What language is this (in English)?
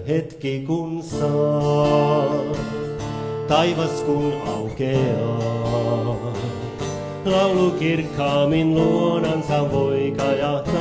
Finnish